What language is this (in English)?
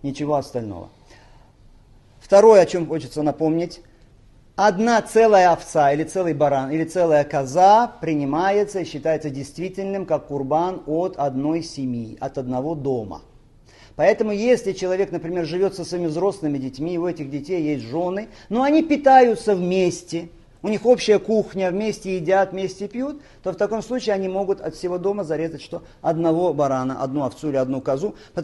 Russian